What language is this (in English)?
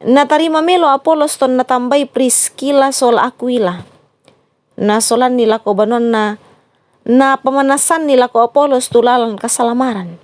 Toraja-Sa'dan